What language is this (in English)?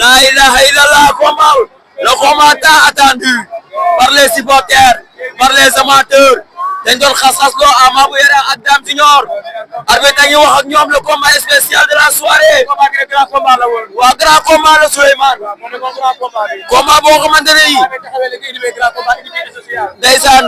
Wolof